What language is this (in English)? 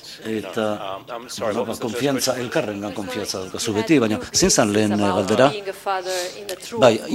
Basque